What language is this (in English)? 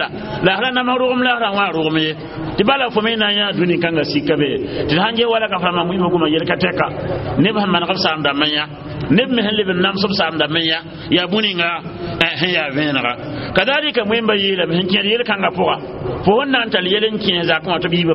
Mossi